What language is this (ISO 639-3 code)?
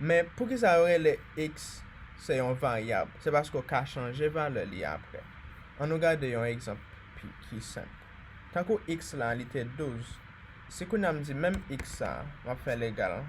hat